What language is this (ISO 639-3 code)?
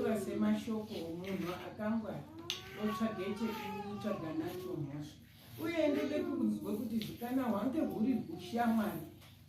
sna